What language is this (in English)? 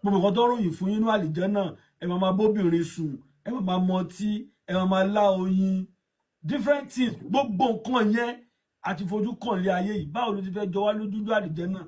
Yoruba